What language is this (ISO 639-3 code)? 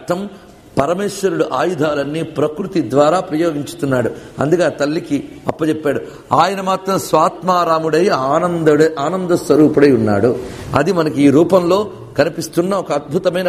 tel